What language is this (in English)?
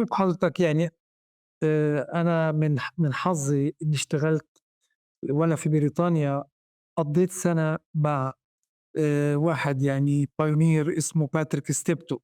North Levantine Arabic